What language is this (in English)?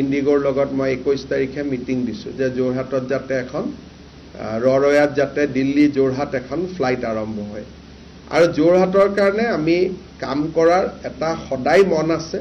Assamese